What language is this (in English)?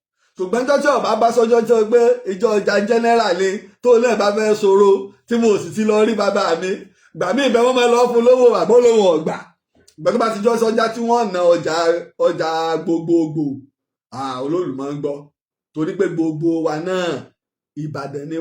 Yoruba